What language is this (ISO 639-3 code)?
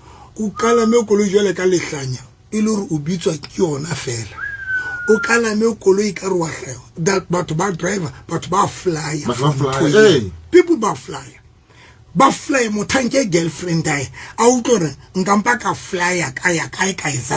sot